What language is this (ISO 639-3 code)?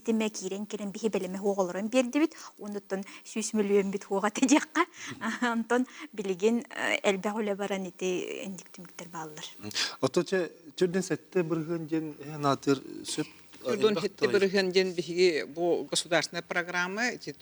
sah